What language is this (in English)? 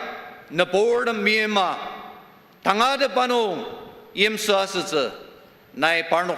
Ao Naga